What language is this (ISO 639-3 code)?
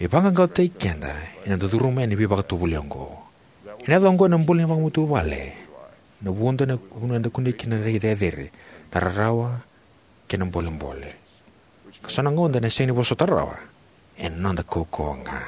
fij